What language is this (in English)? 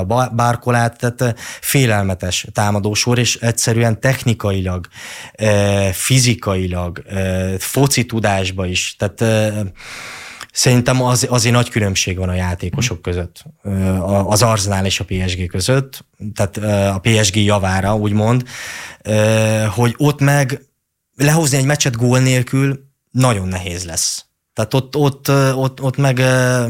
Hungarian